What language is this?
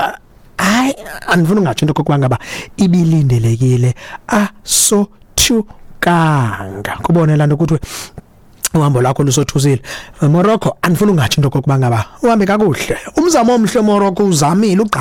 Xhosa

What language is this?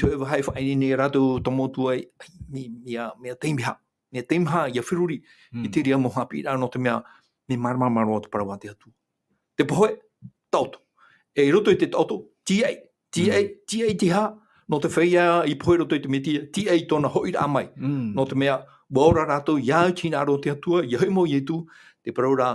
Tahitian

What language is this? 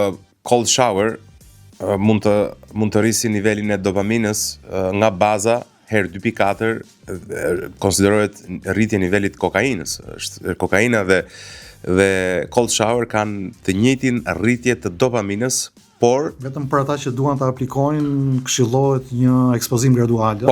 Albanian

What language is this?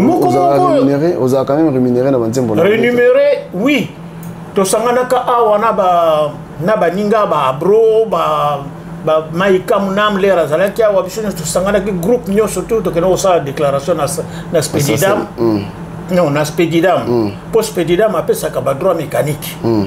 Lingala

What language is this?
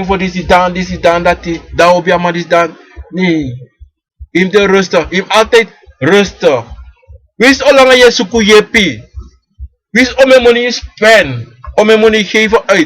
Sranan Tongo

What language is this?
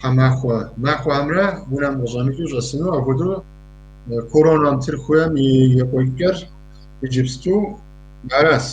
Kabardian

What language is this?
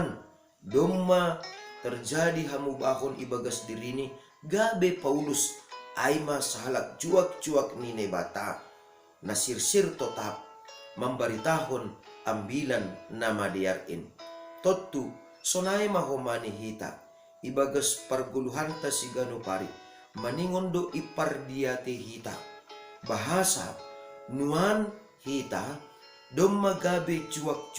Batak Simalungun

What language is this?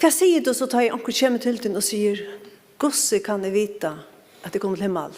Faroese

